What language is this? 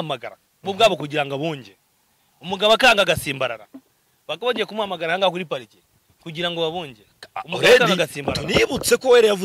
Kinyarwanda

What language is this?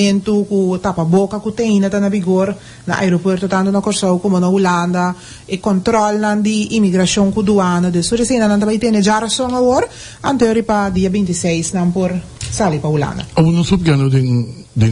Papiamento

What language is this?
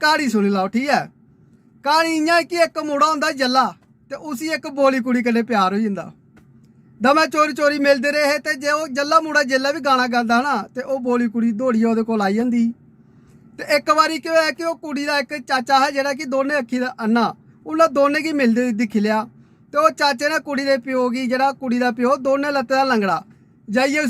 Dogri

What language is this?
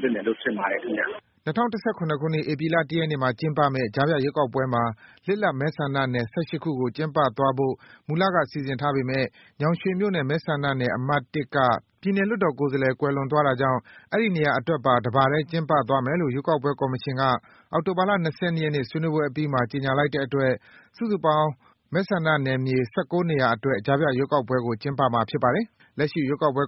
Burmese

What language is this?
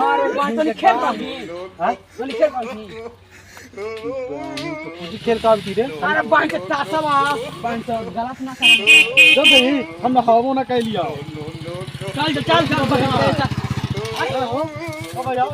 Magahi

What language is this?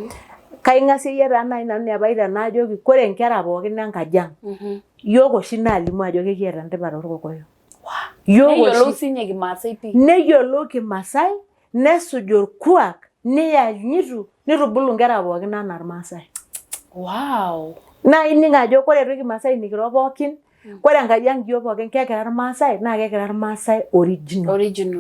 Masai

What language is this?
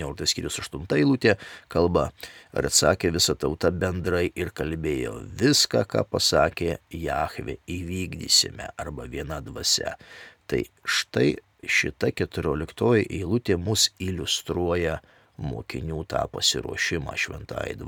Lithuanian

